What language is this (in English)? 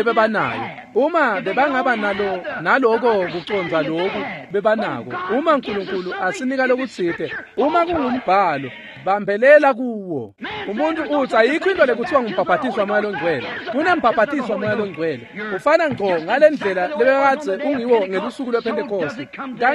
Swati